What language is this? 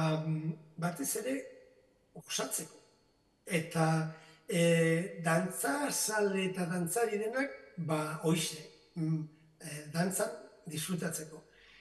Basque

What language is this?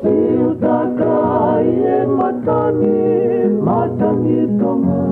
Tongan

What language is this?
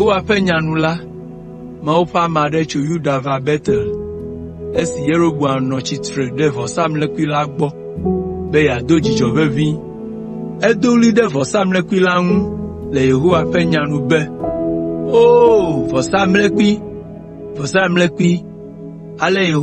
Ewe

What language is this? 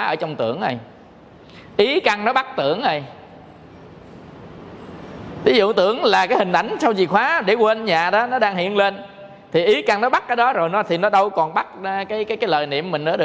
Vietnamese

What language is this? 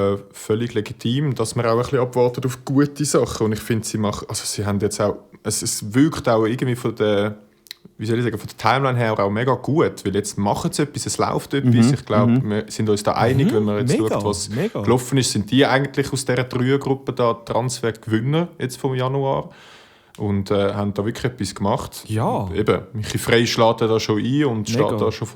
Swiss German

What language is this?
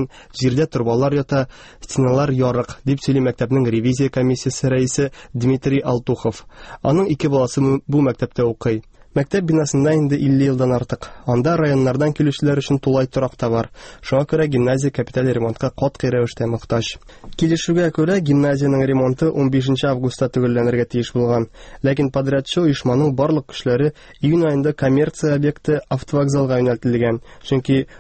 Tatar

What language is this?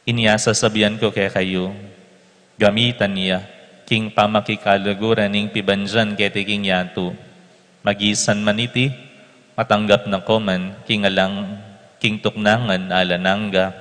Pampanga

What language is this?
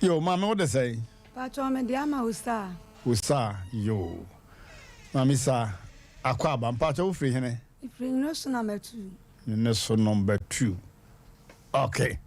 Akan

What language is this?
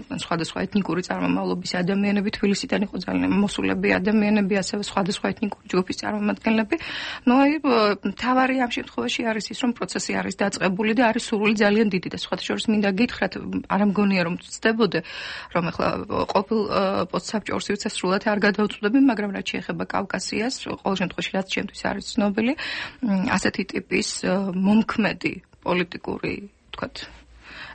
Georgian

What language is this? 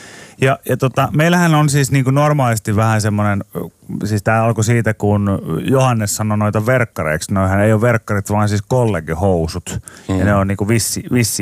Finnish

